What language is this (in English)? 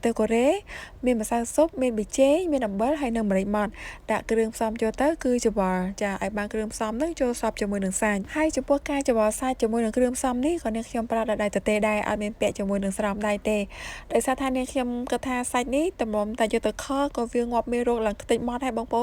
Khmer